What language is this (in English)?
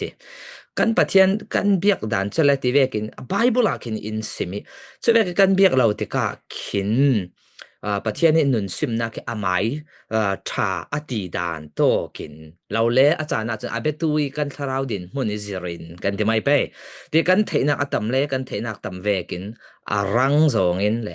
Falam Chin